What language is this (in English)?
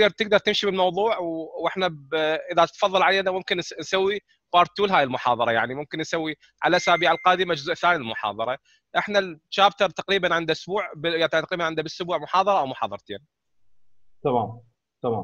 Mesopotamian Arabic